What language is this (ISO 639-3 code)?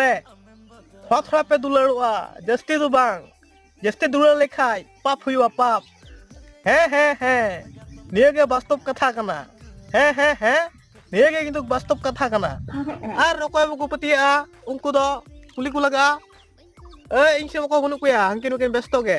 sat